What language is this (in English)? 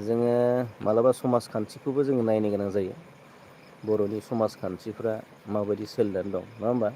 Bodo